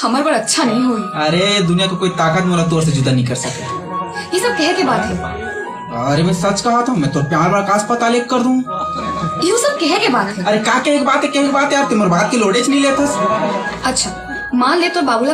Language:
Chhattisgarhi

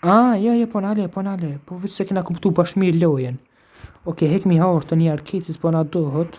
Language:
Albanian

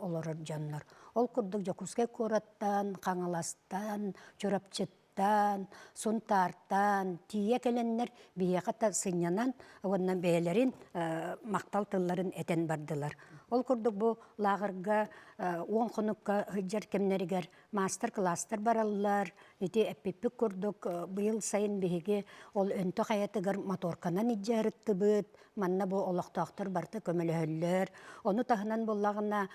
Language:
Yakut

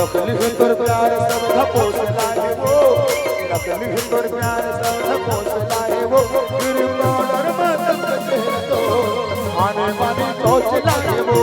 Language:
Chhattisgarhi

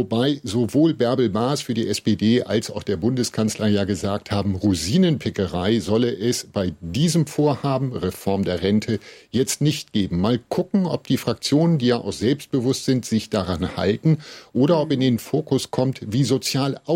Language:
German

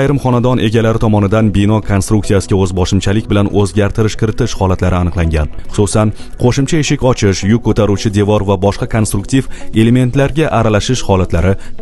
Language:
Uzbek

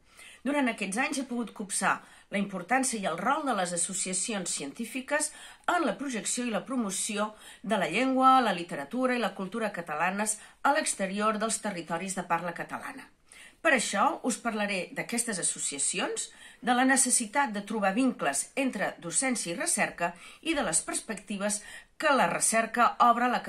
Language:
Catalan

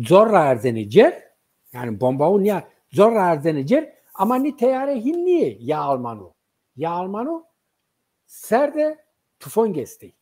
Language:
Zaza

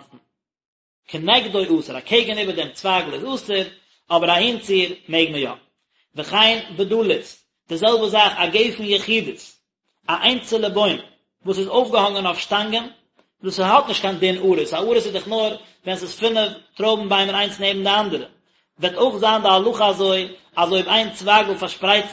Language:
Yiddish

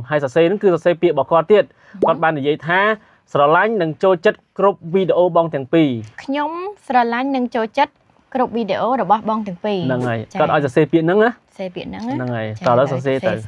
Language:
Khmer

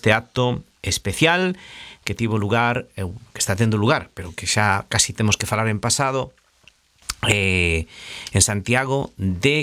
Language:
Galician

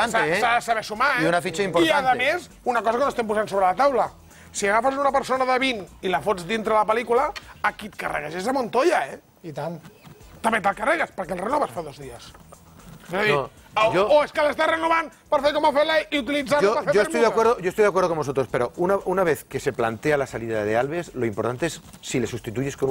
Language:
Catalan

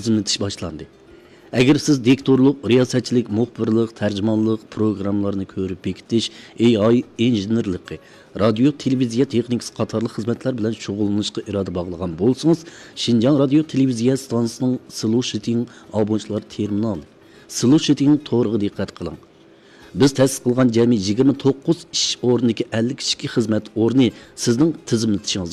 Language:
Uyghur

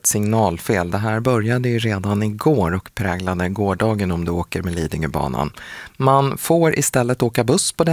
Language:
Swedish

